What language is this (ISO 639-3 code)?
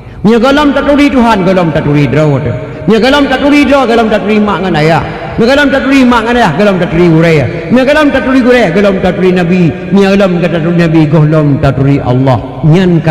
ace